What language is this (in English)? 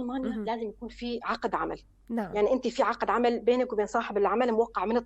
North Levantine Arabic